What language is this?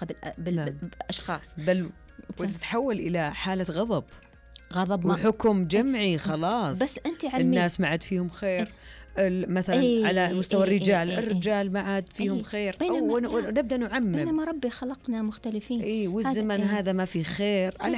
Najdi Arabic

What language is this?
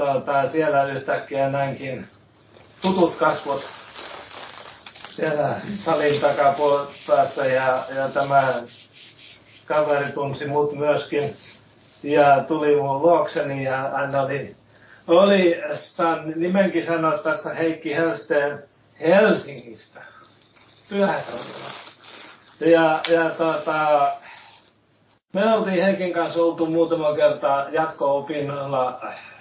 Finnish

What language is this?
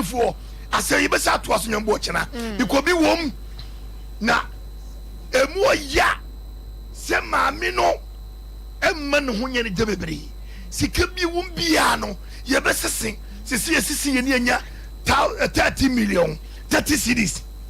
Akan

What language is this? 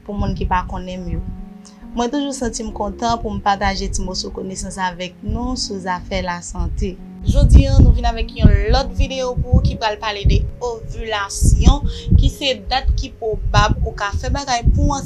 Haitian Creole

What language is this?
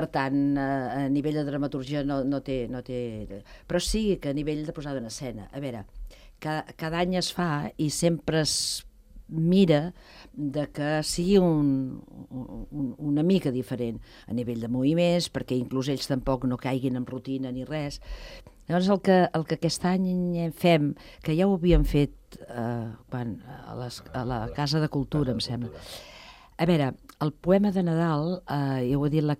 Catalan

